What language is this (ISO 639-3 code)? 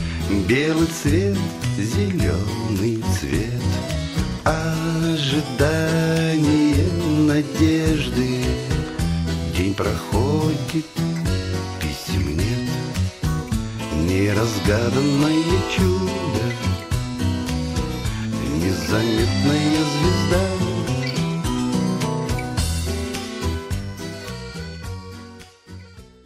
rus